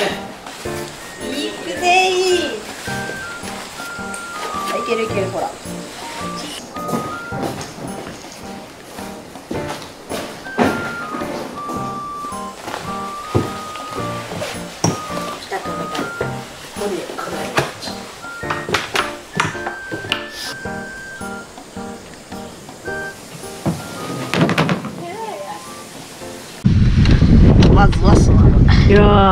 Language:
Japanese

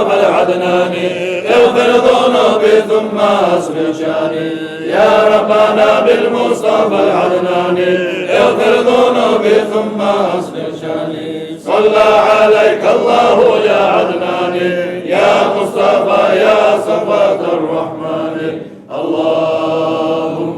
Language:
Kumyk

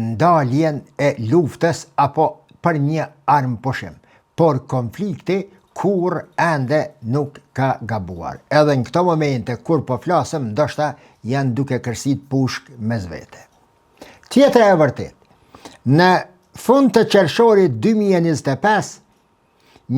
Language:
Albanian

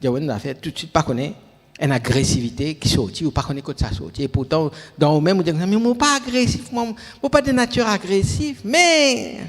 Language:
Morisyen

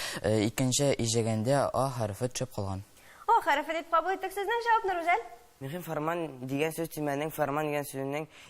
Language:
Tatar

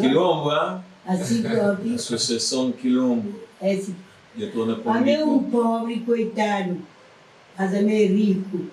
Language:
Kabuverdianu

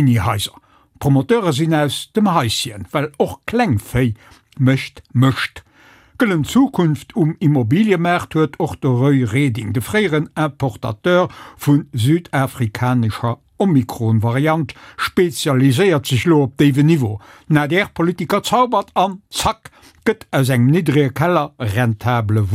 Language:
Luxembourgish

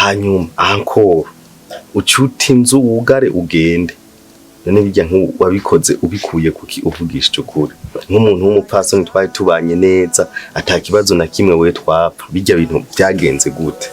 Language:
Rundi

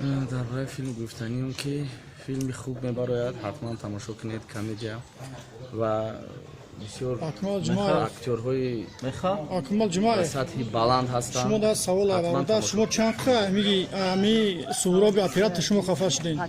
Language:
Tajik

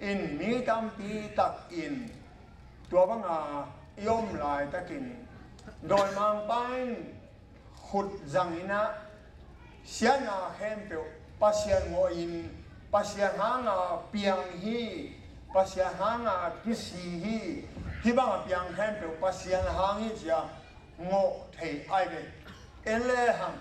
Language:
Tedim Chin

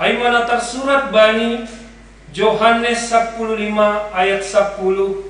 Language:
Batak Simalungun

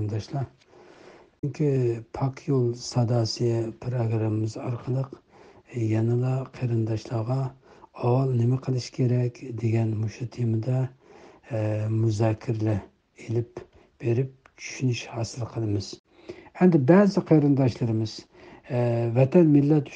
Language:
Uyghur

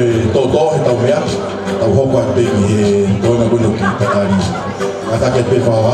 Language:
Tongan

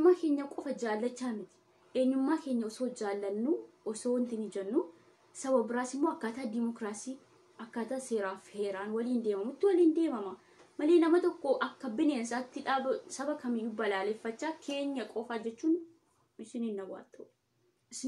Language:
Oromo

